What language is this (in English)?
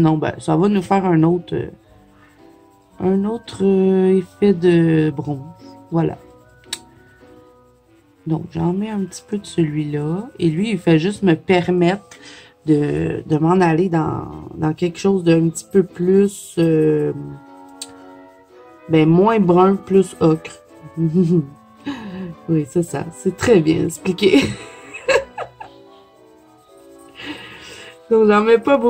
French